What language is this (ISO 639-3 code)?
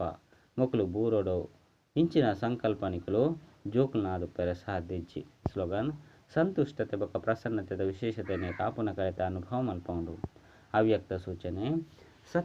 tcy